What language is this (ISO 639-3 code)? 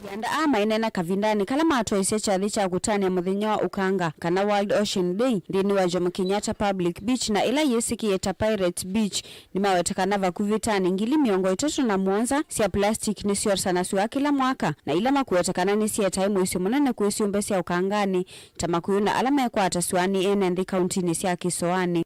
kam